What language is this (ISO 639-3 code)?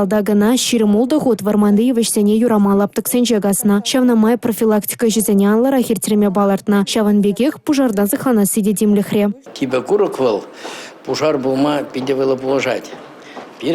chv